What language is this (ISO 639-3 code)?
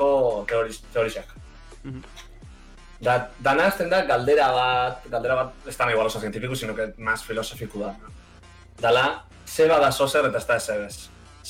eus